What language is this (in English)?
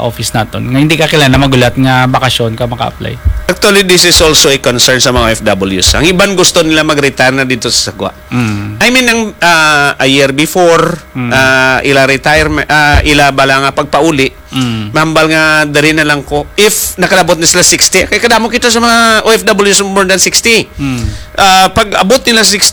Hiligaynon